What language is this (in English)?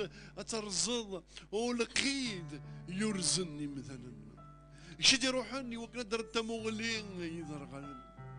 Kabyle